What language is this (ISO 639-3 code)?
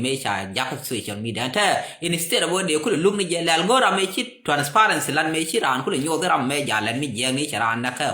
nus